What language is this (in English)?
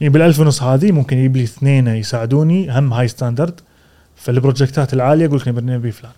Gulf Arabic